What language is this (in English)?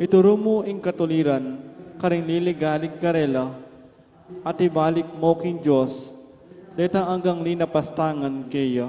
Pampanga